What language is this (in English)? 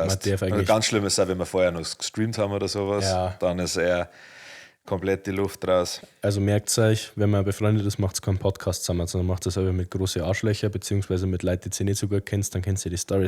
Bavarian